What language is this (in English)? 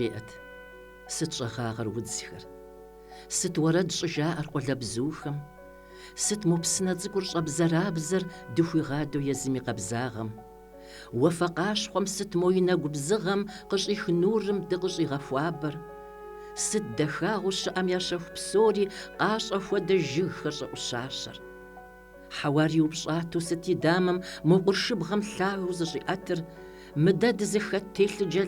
Kabardian